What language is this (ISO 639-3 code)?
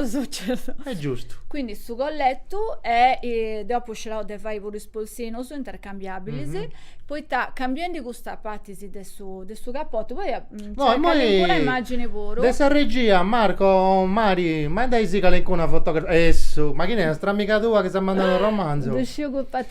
srd